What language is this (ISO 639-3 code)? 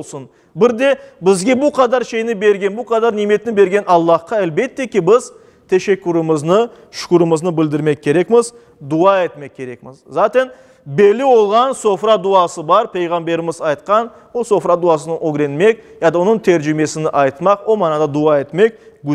crh